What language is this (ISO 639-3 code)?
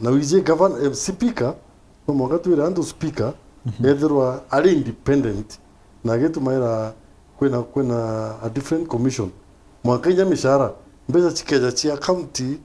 mer